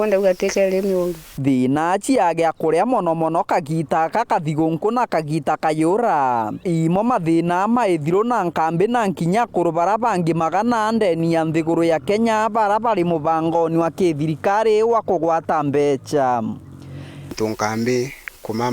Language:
Meru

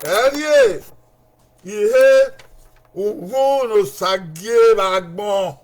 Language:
Bini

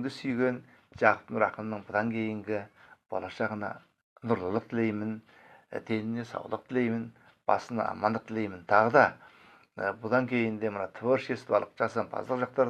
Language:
Kazakh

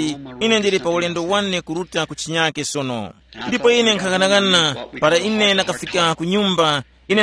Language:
Tumbuka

